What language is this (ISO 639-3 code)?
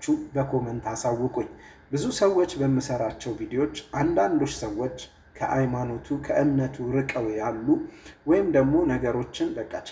amh